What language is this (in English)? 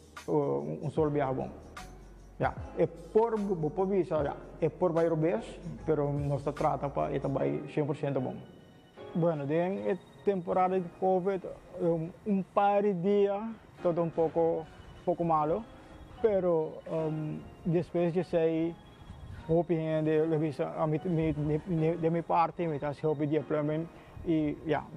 Papiamento